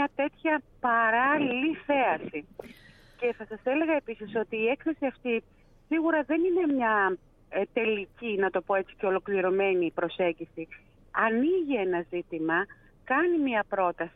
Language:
Greek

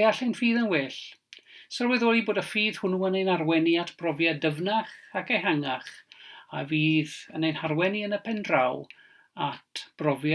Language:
Welsh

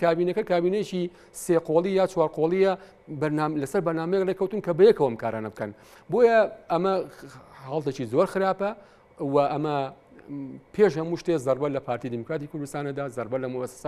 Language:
Central Kurdish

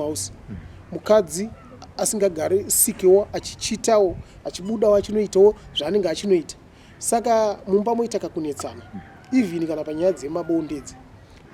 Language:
Shona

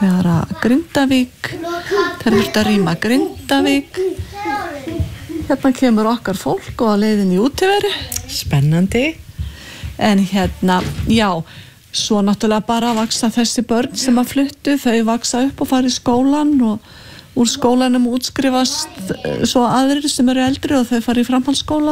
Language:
Icelandic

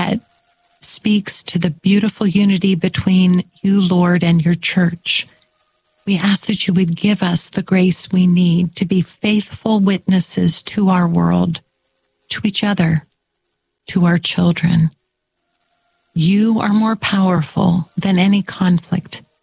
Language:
English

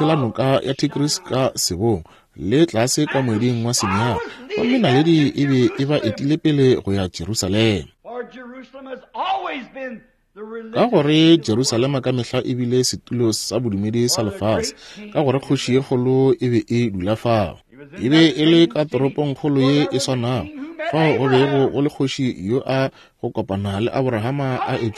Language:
Northern Sotho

